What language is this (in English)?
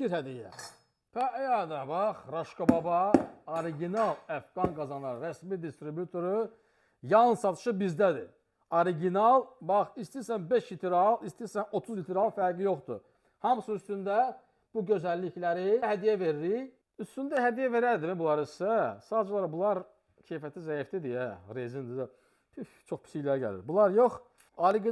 Azerbaijani